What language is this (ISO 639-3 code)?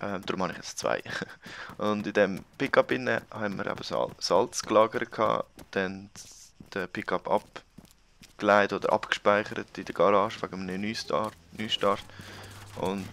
gsw